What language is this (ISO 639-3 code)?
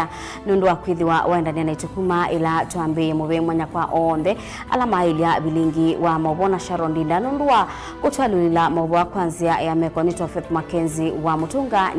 kam